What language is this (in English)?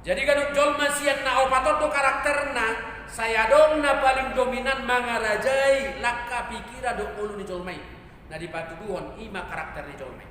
Batak Toba